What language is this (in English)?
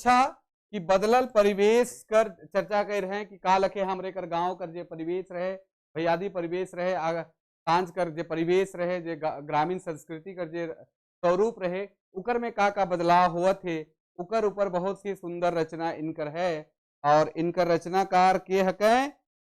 Sadri